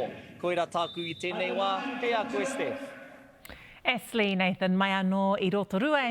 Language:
Māori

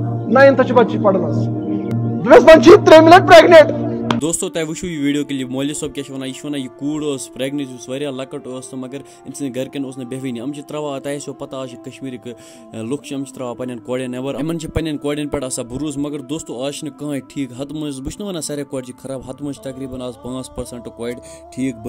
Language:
Kashmiri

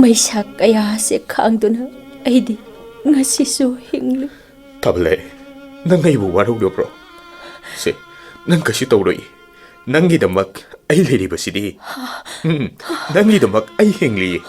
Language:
Manipuri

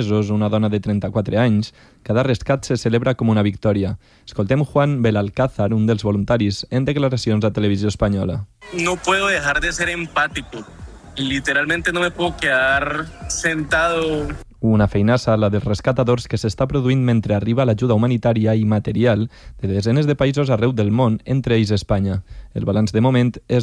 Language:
Catalan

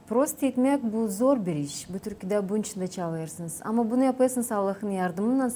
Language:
Gagauz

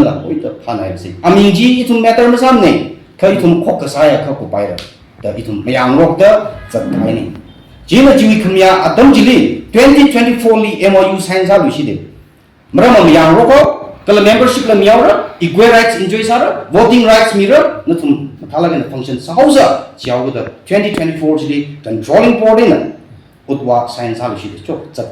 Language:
Tangkhul Naga (India)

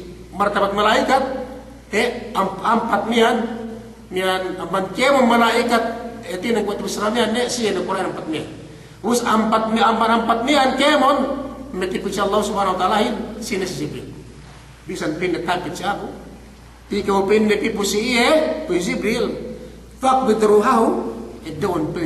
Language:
Yakan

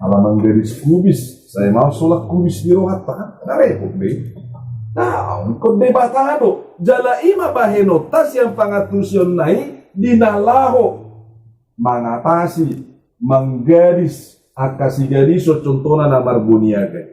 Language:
Batak Toba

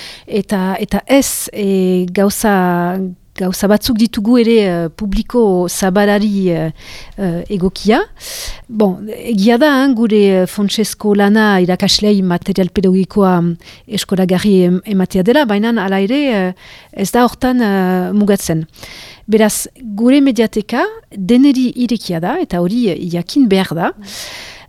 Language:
Basque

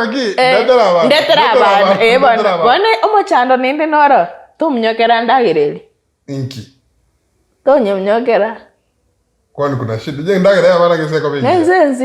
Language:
Gusii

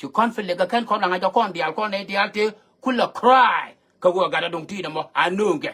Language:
Nuer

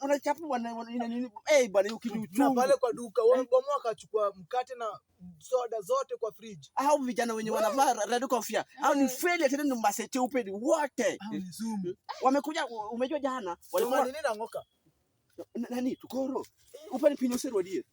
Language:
Swahili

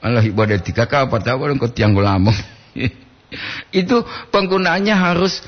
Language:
Gorontalo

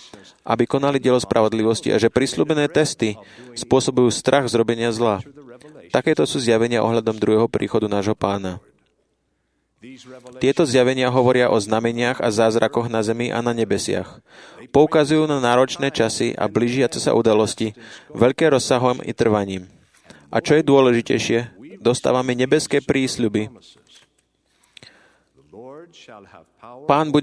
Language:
Slovak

